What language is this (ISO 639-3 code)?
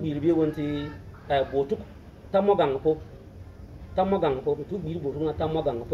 bim